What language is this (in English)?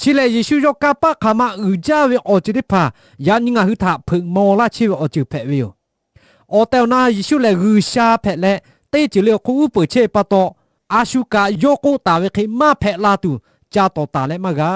Lahu